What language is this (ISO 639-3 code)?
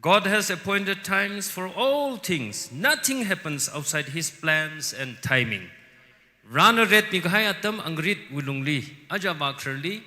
nmf